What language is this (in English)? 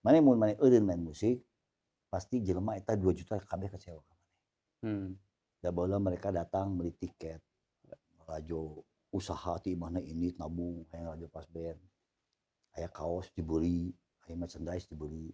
Sundanese